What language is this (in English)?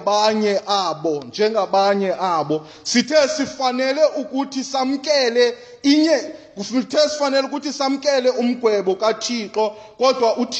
Xhosa